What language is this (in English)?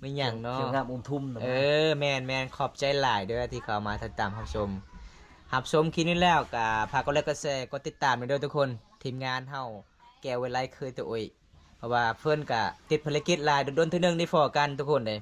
Lao